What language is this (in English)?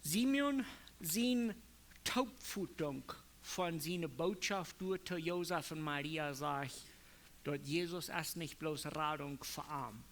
Plautdietsch